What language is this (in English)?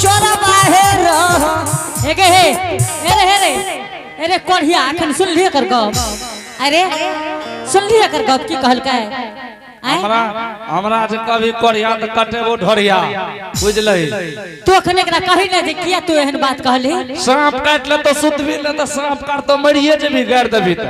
Angika